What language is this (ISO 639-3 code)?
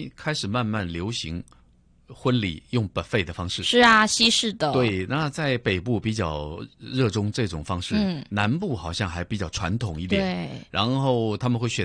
zho